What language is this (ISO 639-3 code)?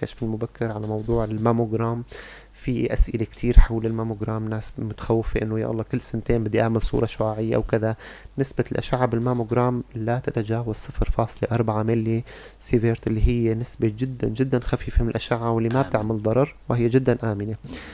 apc